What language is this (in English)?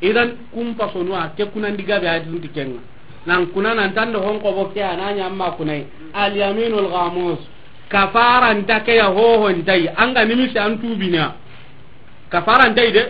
Soninke